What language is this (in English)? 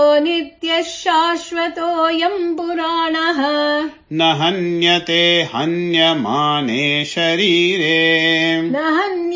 Sanskrit